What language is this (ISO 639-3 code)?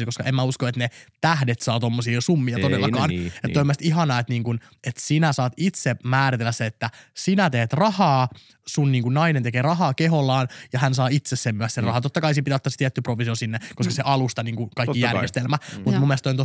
fin